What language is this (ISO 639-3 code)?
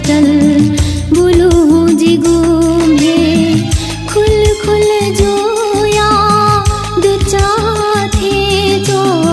new